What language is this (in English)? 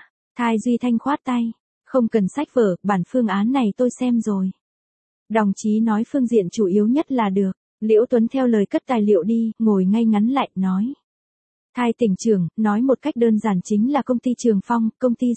Vietnamese